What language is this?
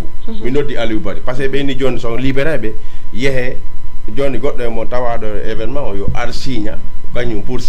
Fula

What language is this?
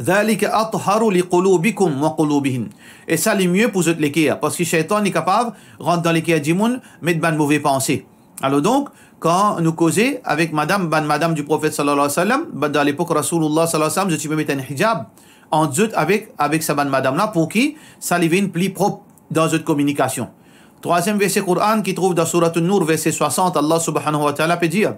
Morisyen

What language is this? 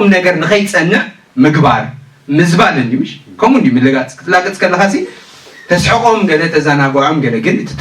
Tigrinya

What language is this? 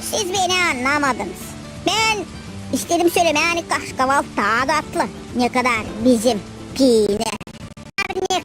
Gagauz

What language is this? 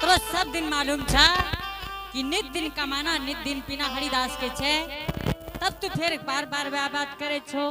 Angika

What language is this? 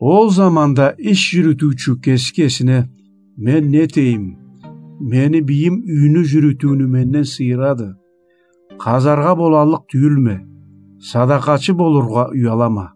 Karachay-Balkar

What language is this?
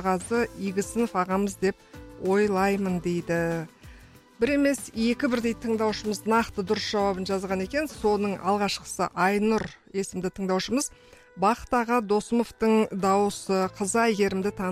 Kazakh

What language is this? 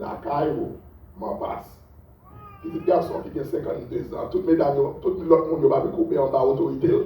Haitian Creole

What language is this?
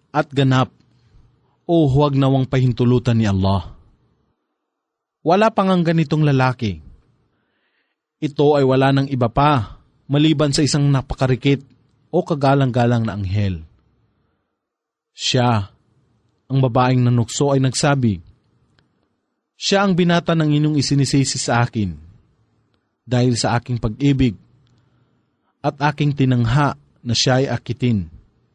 Filipino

